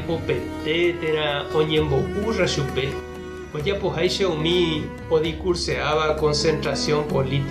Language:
Guarani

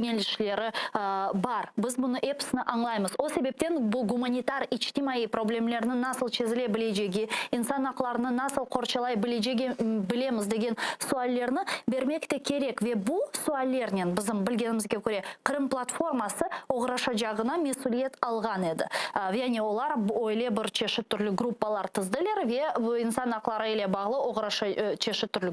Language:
Crimean Tatar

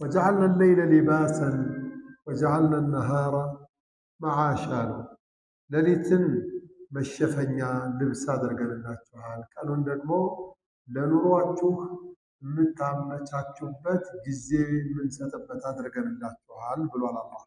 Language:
Amharic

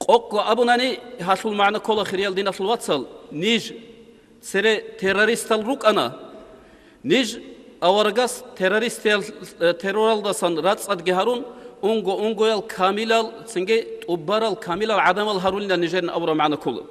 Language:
Avaric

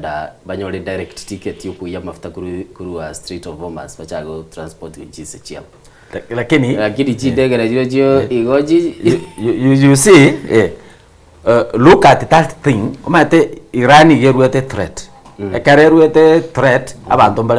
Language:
Gusii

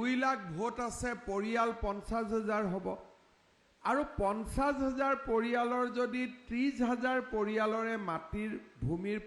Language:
Assamese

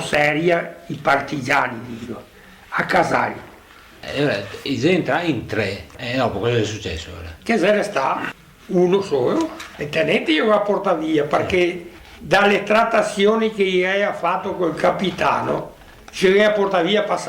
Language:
Venetian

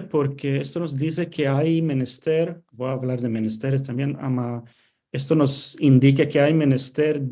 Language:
Ladino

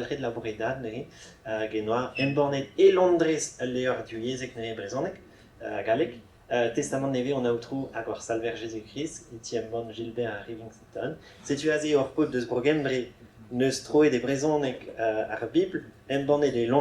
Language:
Breton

